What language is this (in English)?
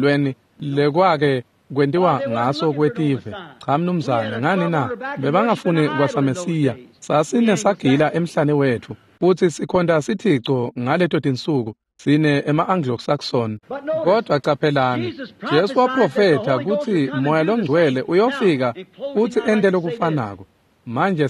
Swati